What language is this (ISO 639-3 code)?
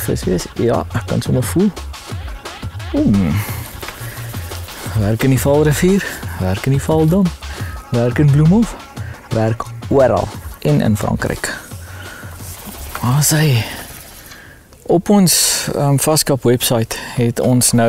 afr